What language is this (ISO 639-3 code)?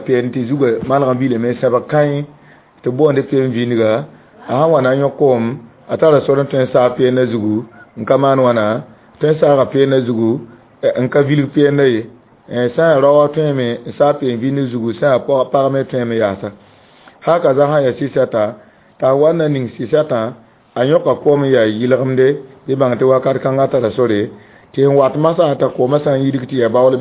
mos